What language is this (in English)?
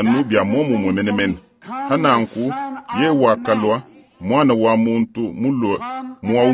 Luba-Lulua